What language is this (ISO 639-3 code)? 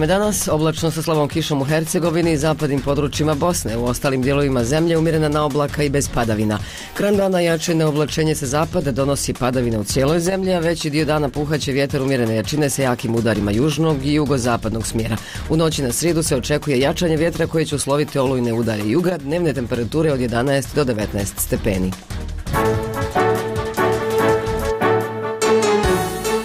bos